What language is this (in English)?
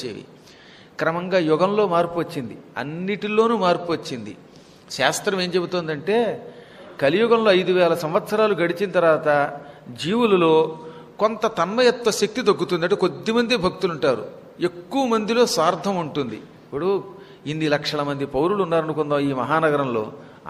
Telugu